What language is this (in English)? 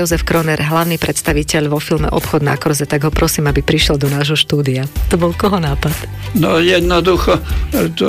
Slovak